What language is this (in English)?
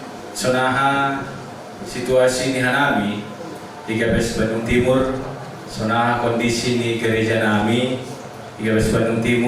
Batak Simalungun